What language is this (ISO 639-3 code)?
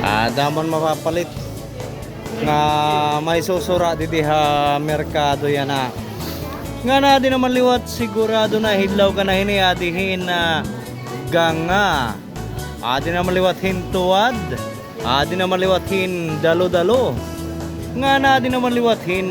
war